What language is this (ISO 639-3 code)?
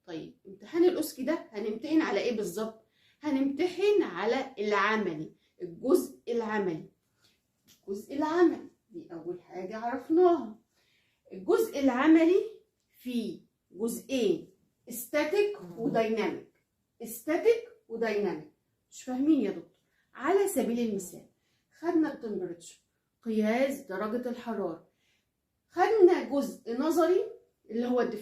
arz